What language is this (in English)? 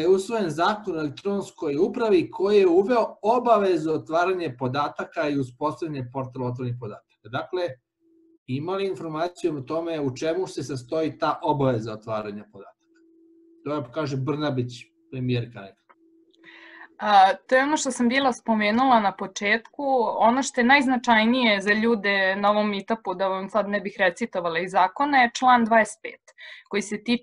Serbian